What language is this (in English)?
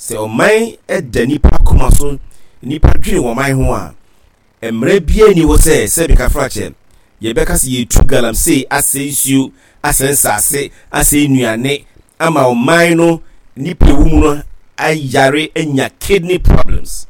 Akan